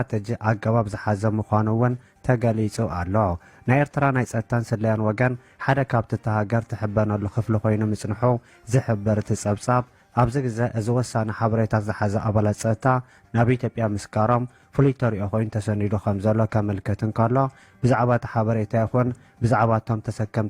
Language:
Tigrinya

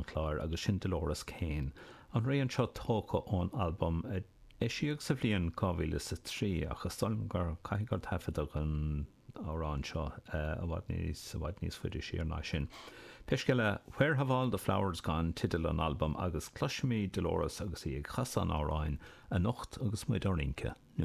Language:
Irish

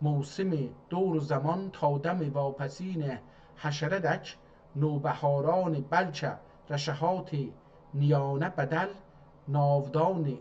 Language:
South Azerbaijani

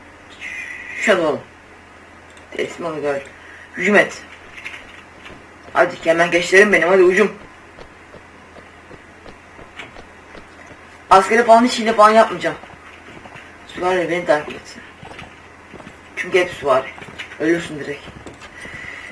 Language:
Turkish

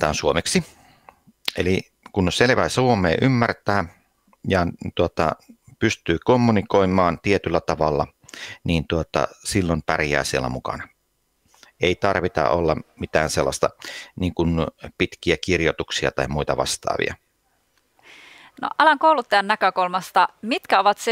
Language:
Finnish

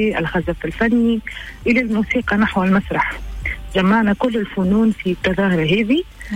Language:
Tunisian Arabic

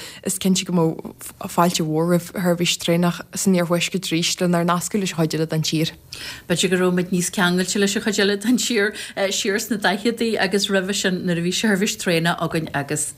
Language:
Irish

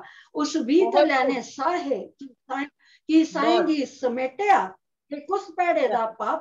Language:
Dogri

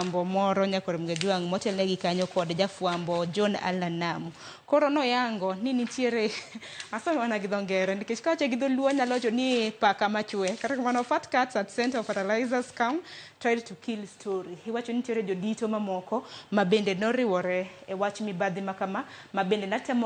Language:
Luo (Kenya and Tanzania)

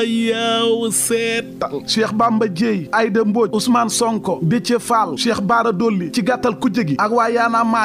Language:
Wolof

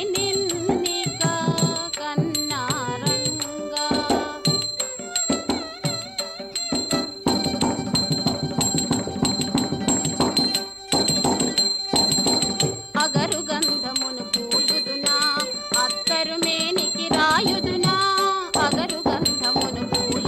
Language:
Telugu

